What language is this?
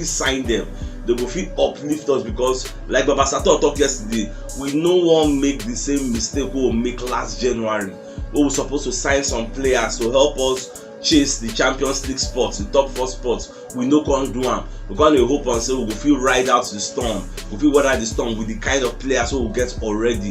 Nigerian Pidgin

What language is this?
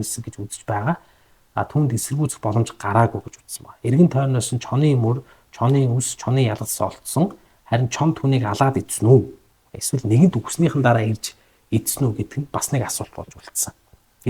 Mongolian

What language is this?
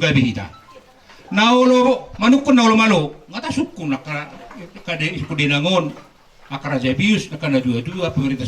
Batak Toba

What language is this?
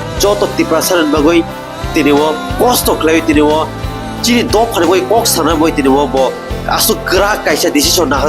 Kok Borok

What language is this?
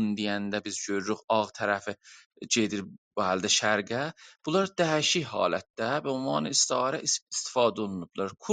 South Azerbaijani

